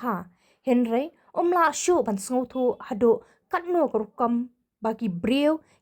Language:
Khasi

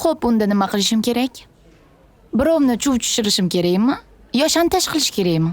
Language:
Uzbek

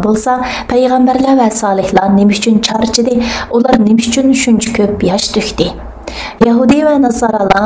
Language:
Uyghur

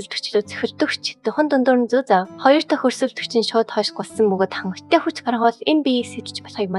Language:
Mongolian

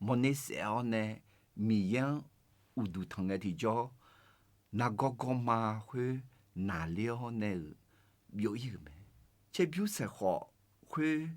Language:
Akha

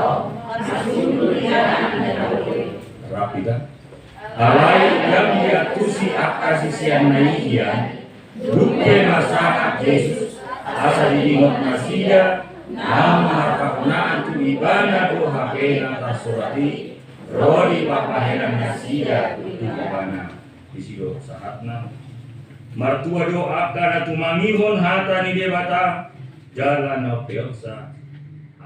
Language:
Batak Toba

